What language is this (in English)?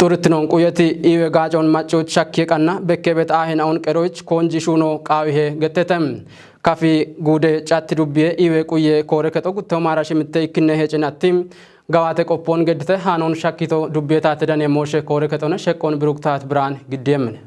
Kafa